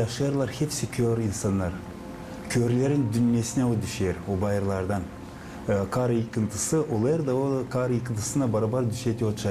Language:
Gagauz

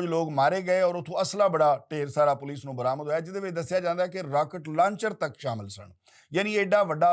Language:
Western Panjabi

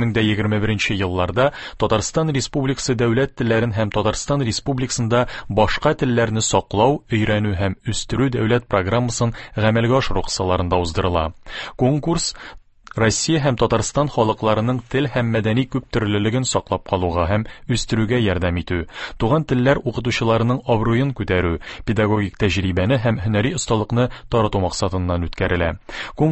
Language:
Tatar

